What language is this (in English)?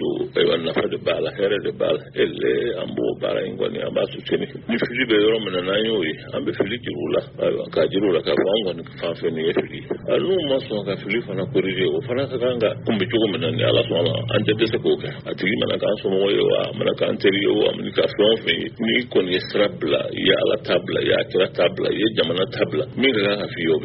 Bambara